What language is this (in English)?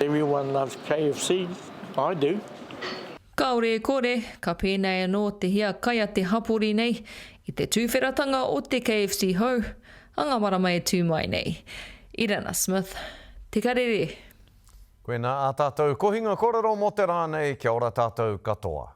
Māori